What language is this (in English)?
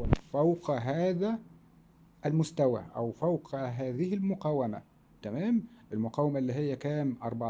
Egyptian Arabic